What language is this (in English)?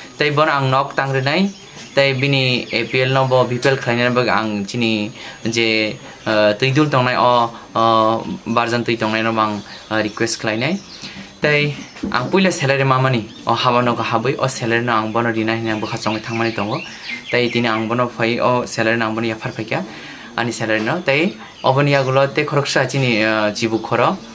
Kok Borok